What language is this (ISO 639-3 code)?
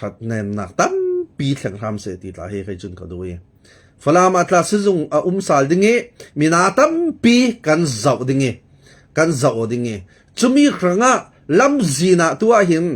cfm